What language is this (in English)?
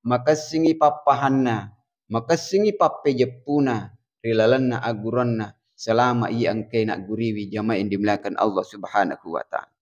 Buginese